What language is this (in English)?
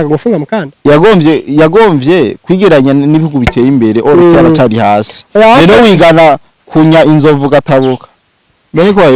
Rundi